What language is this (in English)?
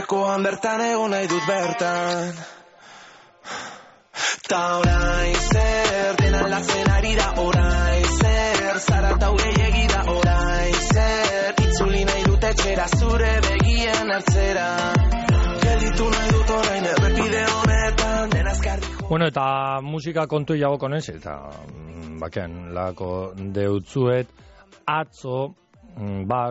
Basque